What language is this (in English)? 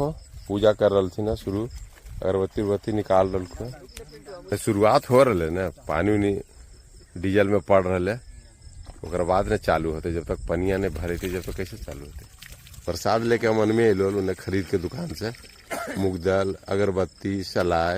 Magahi